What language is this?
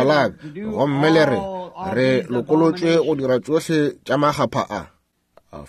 Northern Sotho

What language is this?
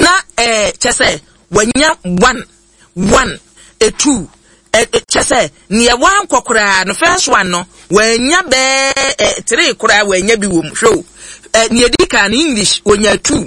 Akan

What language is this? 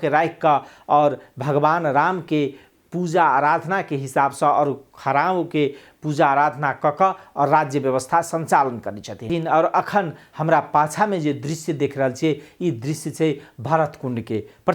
Maithili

